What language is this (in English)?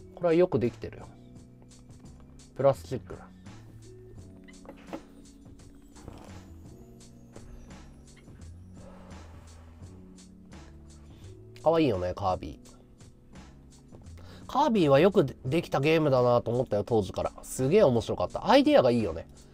Japanese